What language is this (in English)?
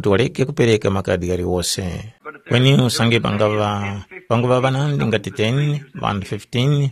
Tumbuka